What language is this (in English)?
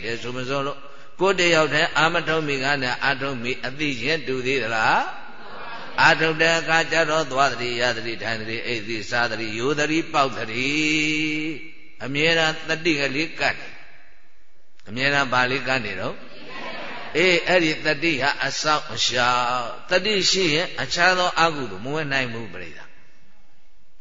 Burmese